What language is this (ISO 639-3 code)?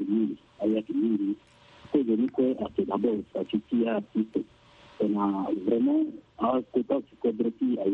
sag